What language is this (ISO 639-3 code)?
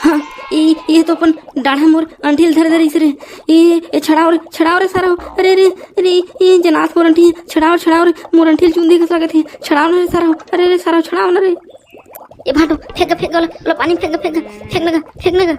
hne